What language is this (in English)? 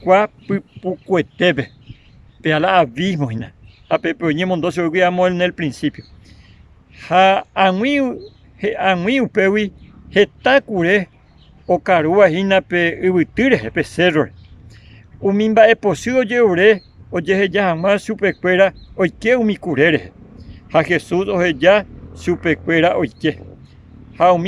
Guarani